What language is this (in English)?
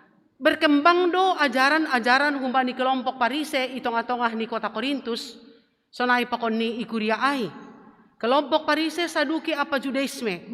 Batak Simalungun